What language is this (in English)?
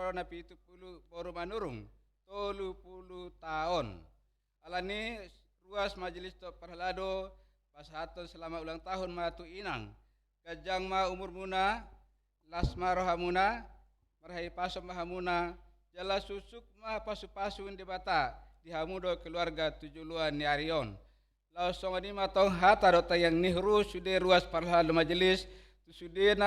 Batak Toba